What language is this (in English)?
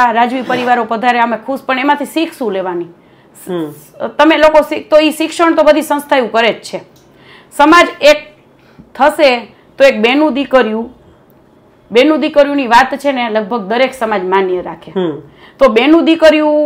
Gujarati